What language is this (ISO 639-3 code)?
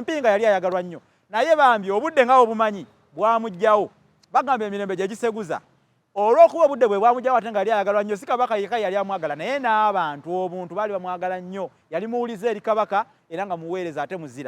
lug